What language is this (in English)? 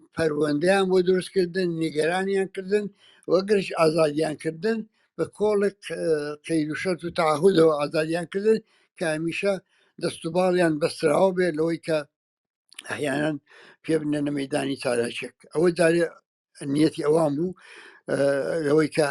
Central Kurdish